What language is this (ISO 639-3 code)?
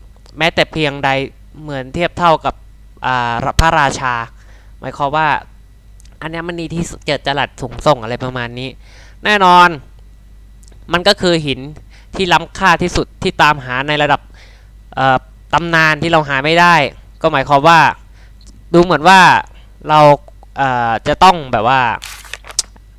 tha